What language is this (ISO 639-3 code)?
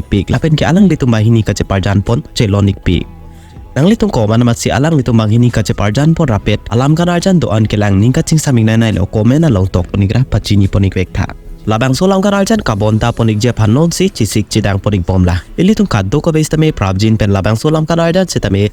mjw